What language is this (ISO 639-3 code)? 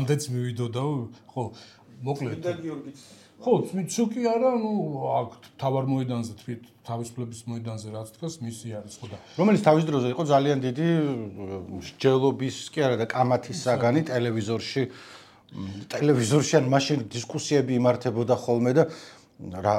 kat